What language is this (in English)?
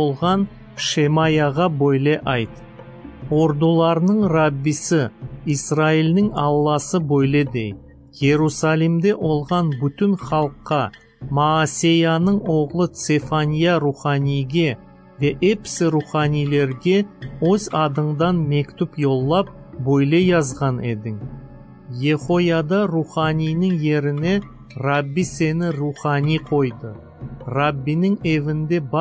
Crimean Tatar